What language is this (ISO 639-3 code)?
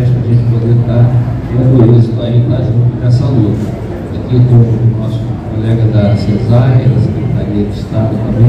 por